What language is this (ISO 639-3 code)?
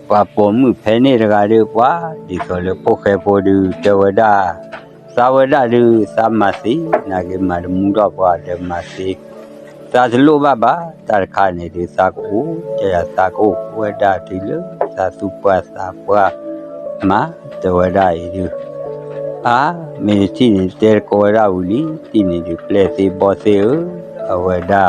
ksw